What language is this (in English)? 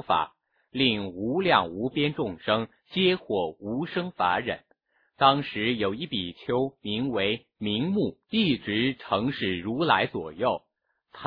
Chinese